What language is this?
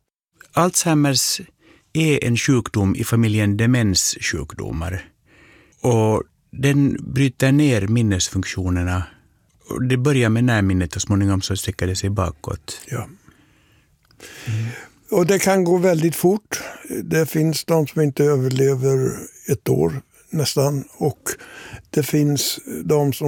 Swedish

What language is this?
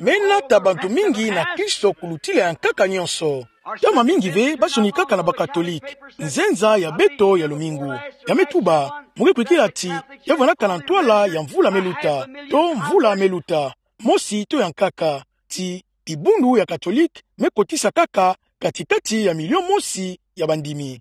Kituba (Democratic Republic of Congo)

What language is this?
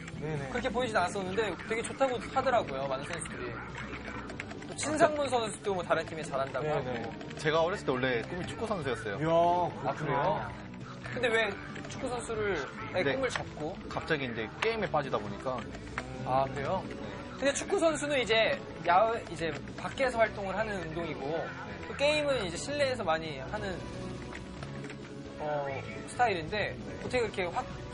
Korean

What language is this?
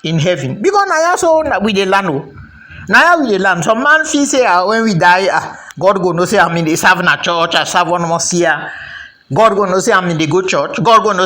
Krio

